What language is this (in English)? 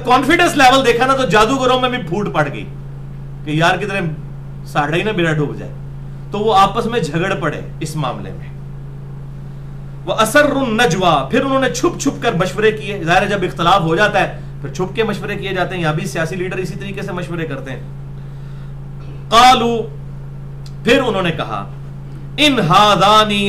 Urdu